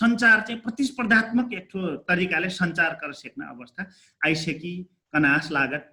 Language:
Dangaura Tharu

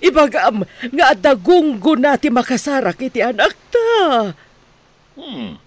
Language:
Iloko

